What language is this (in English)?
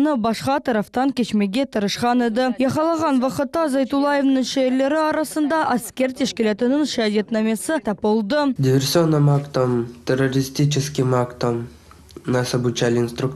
Crimean Tatar